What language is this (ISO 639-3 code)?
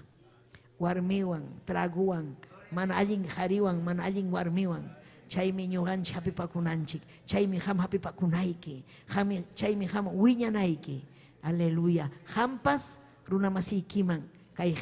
quy